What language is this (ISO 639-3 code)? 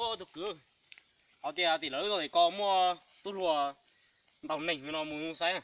hmn